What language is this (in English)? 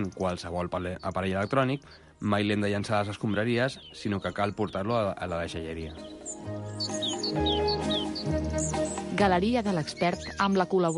Catalan